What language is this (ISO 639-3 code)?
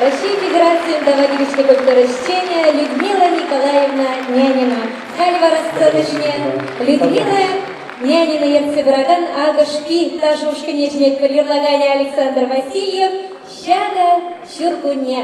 chv